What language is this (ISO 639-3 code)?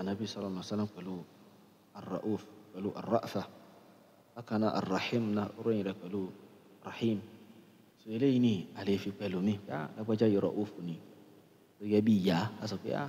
yor